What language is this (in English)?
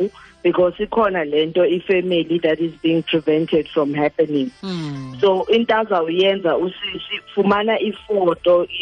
Xhosa